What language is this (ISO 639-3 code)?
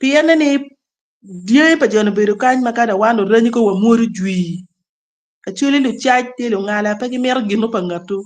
ach